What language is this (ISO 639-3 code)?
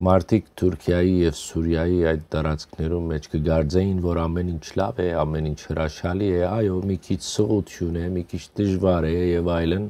hyw